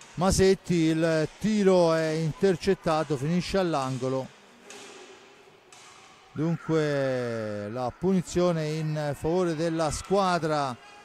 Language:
Italian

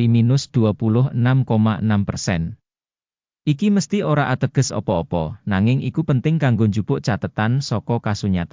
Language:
Javanese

